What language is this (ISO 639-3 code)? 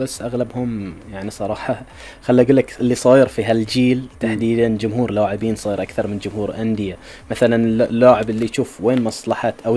afb